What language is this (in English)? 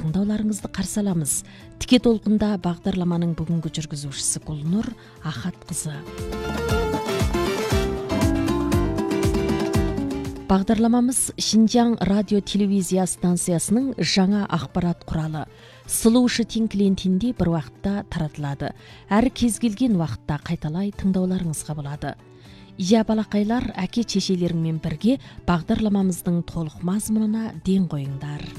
Kazakh